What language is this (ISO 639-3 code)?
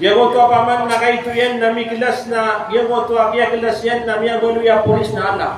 mrw